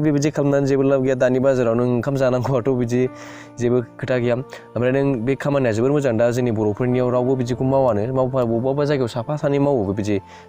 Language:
Bodo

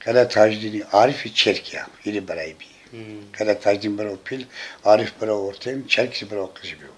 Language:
Zaza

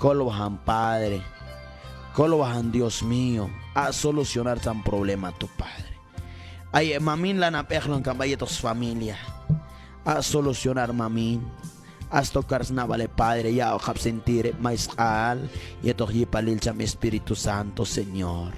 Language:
Q'anjob'al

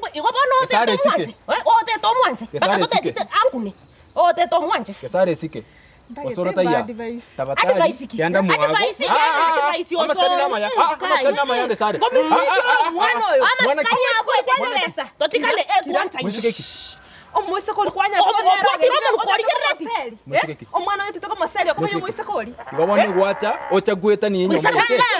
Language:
Gusii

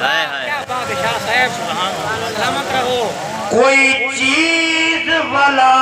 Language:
Saraiki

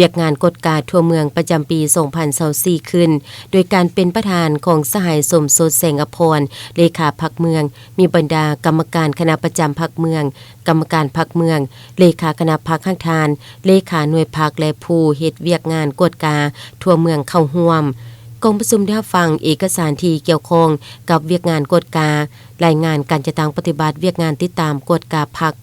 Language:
Lao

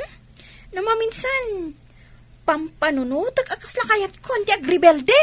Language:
Iloko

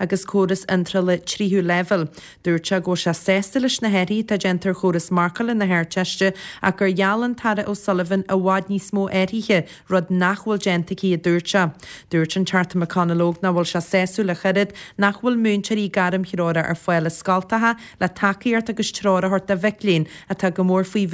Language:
Irish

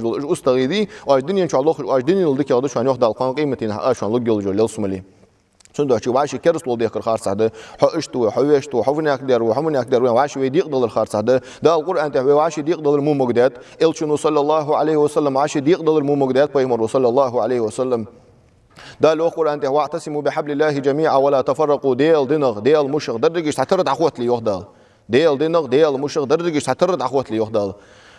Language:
Ingush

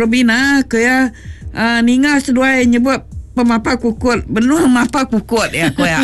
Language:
Iban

